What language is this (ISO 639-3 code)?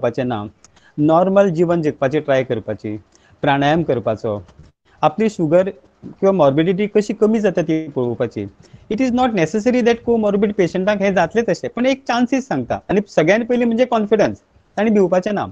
kok